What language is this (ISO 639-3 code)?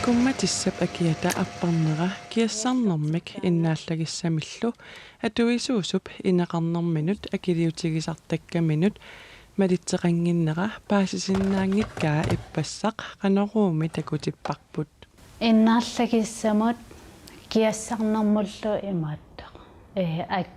kal